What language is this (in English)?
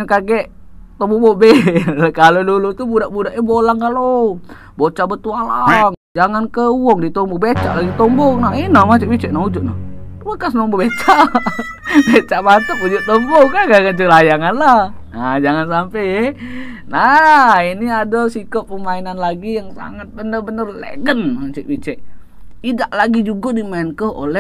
Musi